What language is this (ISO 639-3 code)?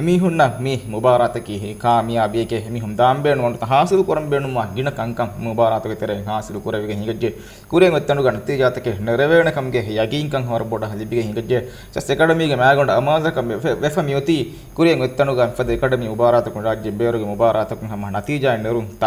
div